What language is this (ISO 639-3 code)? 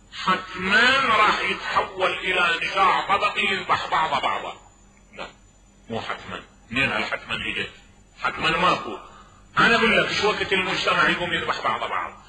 acm